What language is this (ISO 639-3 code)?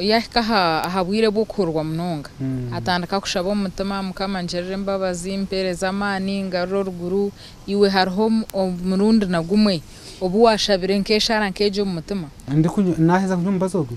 nyn